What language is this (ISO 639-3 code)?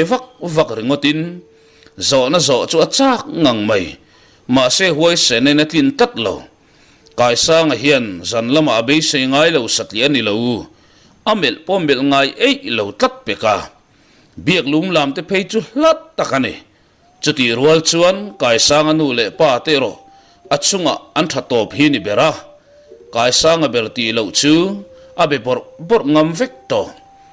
lus